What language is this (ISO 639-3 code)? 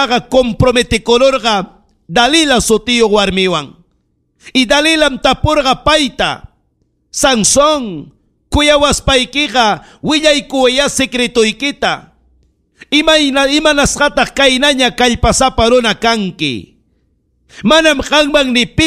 quy